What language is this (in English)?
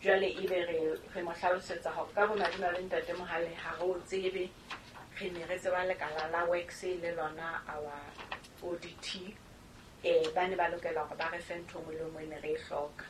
Southern Sotho